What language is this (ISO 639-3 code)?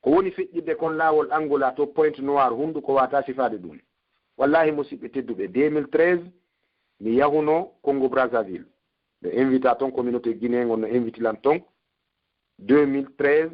fuf